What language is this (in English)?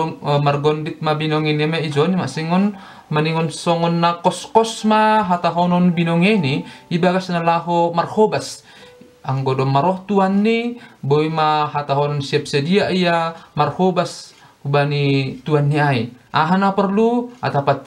Batak Simalungun